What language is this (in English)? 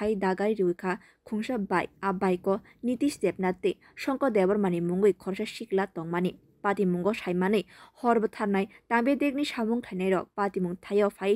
Kok Borok